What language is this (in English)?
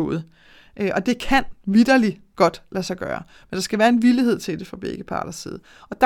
Danish